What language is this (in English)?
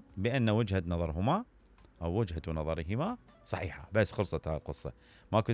Mesopotamian Arabic